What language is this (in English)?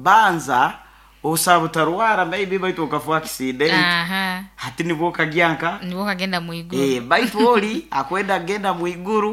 Nyoro